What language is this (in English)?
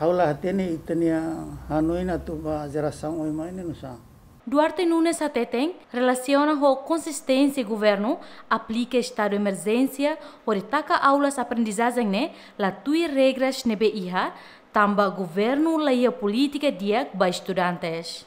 Tetum